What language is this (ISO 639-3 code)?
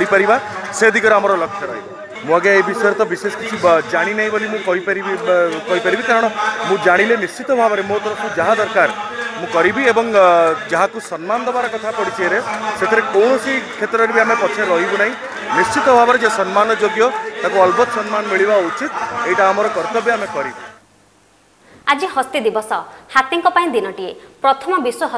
ori